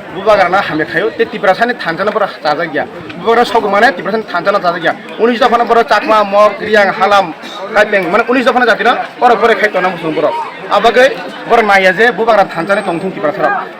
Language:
Kok Borok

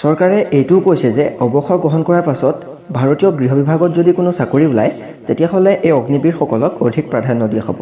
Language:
Assamese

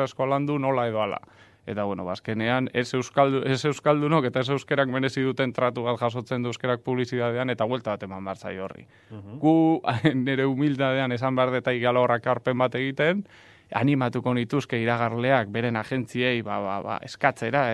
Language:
Basque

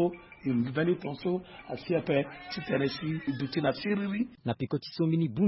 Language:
Sango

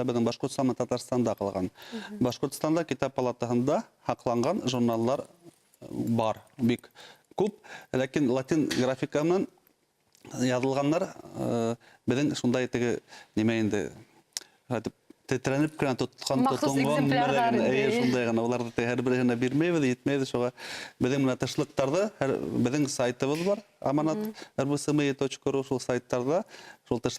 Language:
Bashkir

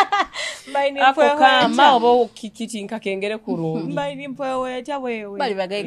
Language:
Nyoro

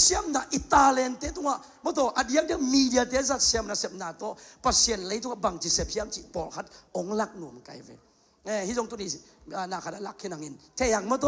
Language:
Tedim Chin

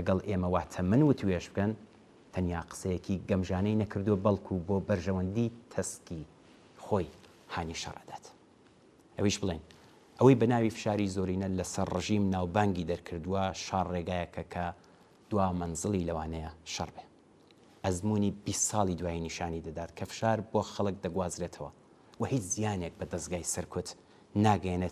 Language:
Central Kurdish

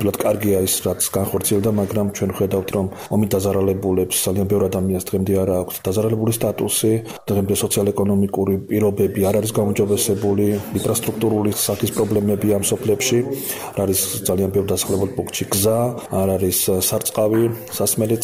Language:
Georgian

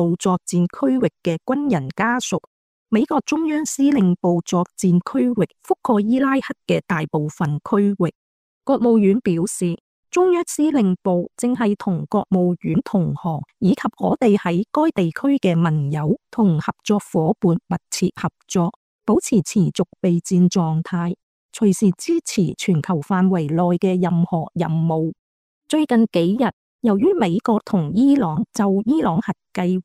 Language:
Cantonese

